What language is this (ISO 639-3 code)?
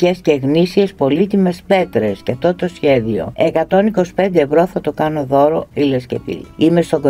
ell